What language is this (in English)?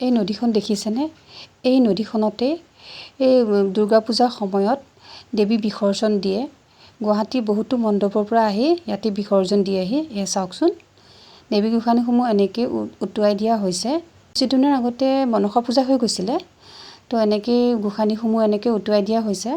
Assamese